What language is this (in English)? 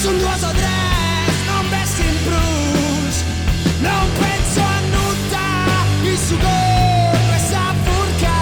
Sardinian